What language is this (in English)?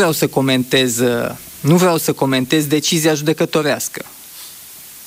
Romanian